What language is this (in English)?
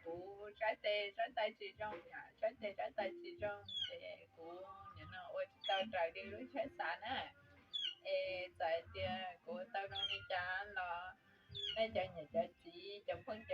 Hmong